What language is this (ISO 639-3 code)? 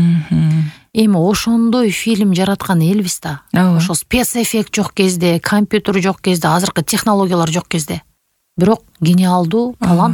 kir